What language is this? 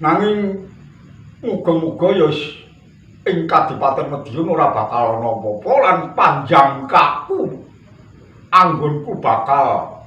Javanese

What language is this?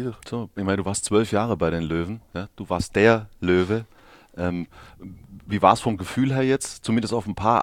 German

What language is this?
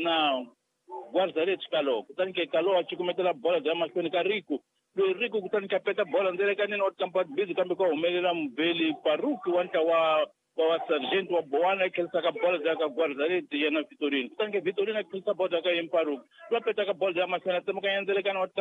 Tsonga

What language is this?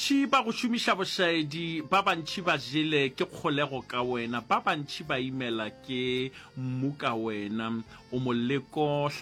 Northern Sotho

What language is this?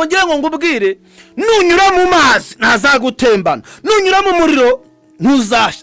Kinyarwanda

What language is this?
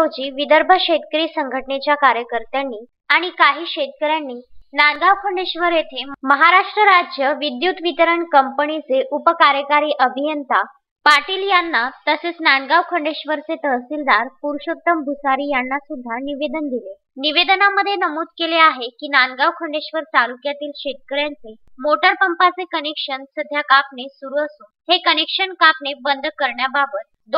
Marathi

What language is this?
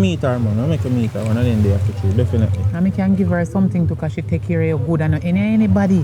Jamaican Creole English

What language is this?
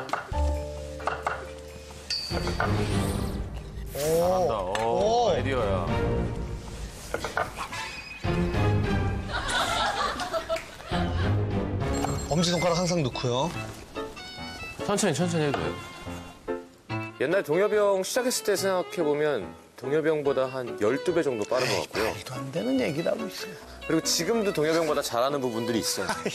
Korean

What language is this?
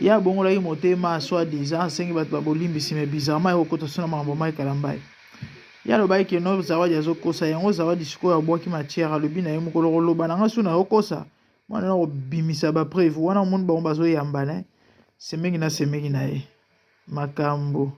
Lingala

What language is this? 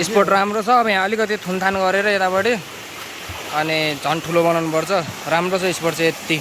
Nepali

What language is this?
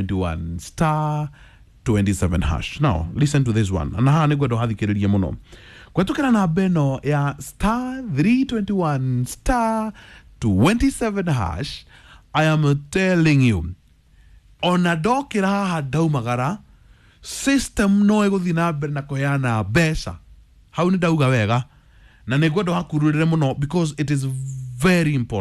Kikuyu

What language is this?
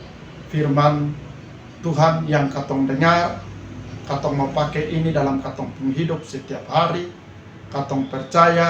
Kupang Malay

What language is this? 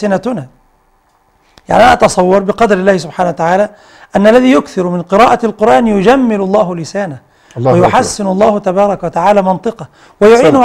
Arabic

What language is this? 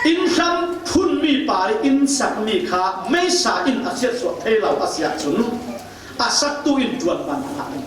Falam Chin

